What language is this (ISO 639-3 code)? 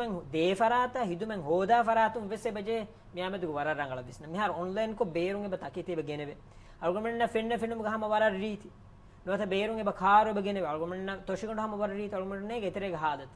div